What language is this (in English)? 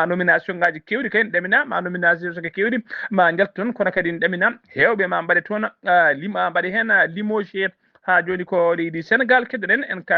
Fula